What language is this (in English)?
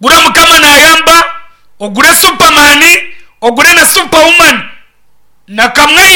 Nyankole